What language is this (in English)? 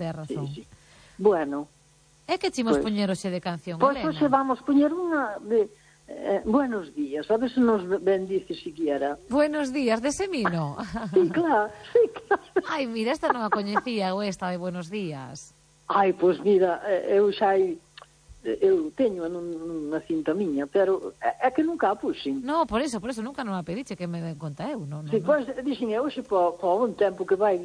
Galician